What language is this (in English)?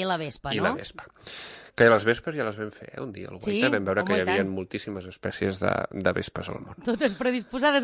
Catalan